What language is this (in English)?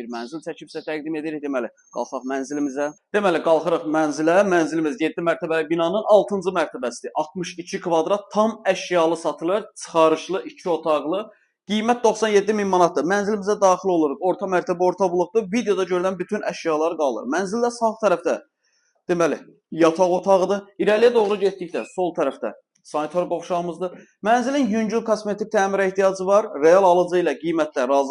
Azerbaijani